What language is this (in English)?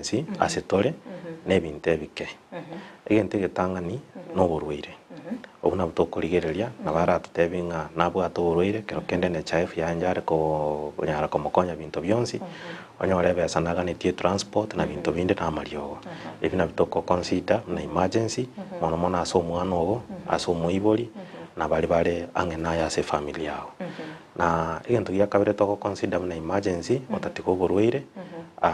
Gusii